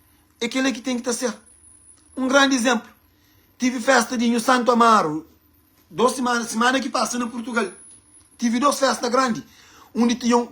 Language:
Kabuverdianu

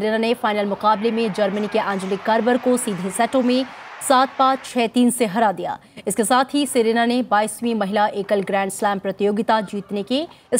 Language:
Hindi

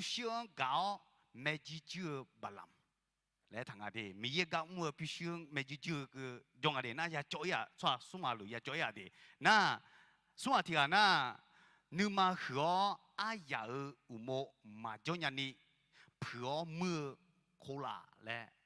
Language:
Akha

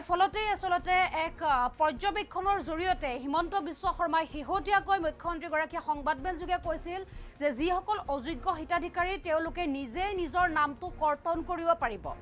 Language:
Assamese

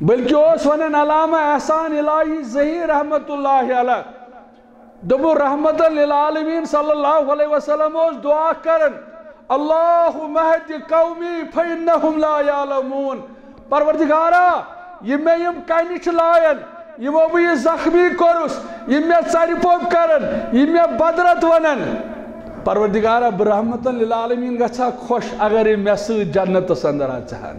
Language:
Kashmiri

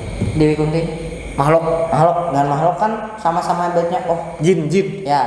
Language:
Banjar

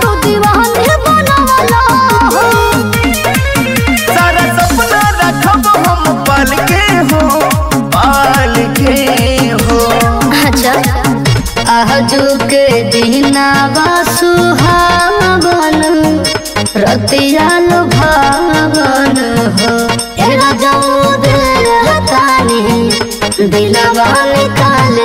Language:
Bhojpuri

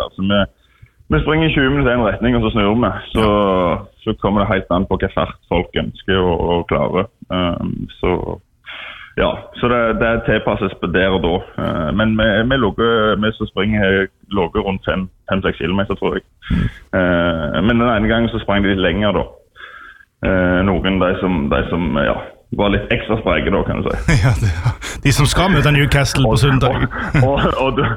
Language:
Norwegian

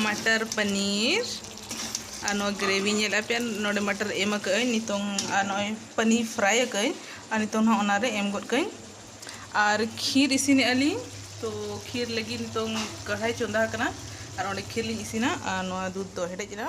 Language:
Santali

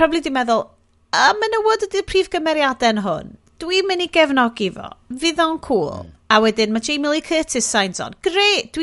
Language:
Welsh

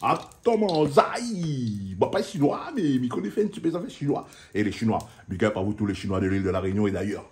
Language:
Réunion Creole French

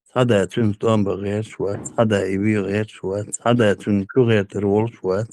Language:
Chechen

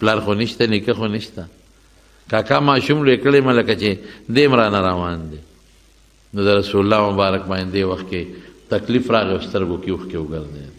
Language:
Pashto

